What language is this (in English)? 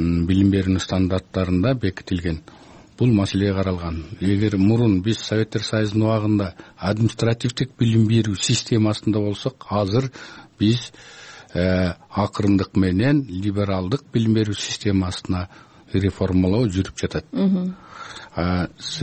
Kyrgyz